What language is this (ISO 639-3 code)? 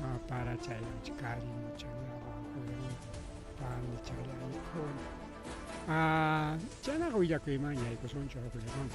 quy